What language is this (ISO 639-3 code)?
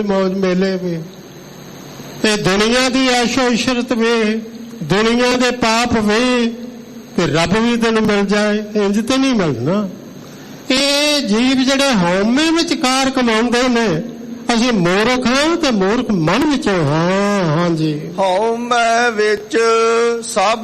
pan